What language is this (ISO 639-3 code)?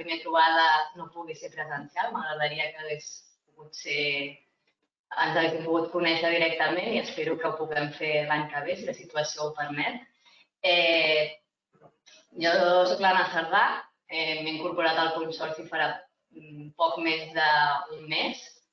cat